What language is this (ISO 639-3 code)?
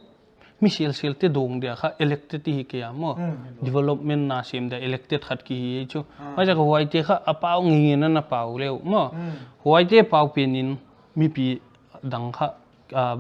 pck